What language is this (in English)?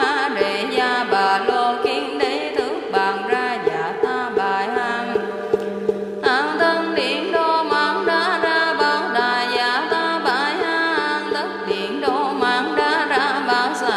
Vietnamese